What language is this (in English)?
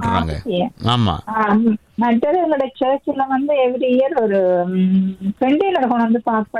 Tamil